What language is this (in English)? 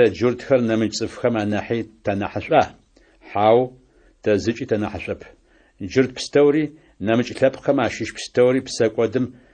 Adyghe